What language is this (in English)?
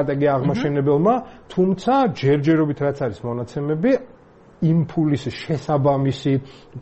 Georgian